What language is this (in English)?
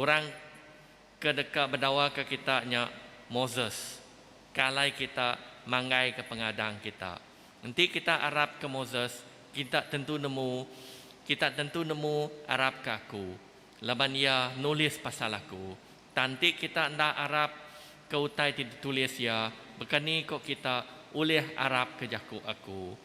Iban